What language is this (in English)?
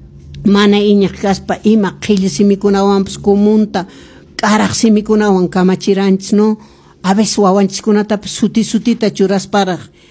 Quechua